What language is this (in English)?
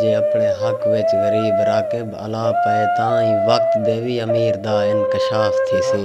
Saraiki